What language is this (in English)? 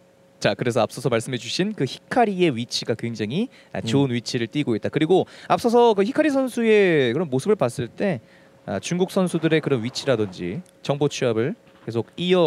Korean